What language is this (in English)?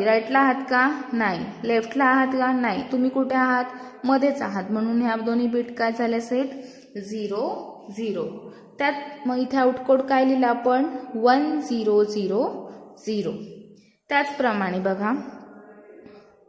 Marathi